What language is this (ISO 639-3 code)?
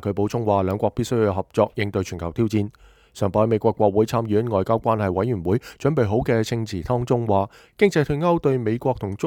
yue